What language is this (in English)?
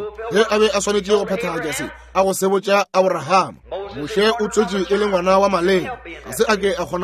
Northern Sotho